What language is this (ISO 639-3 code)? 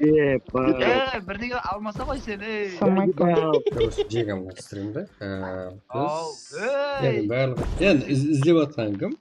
kaa